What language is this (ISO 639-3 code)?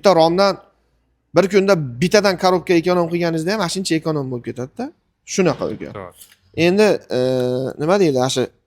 uzb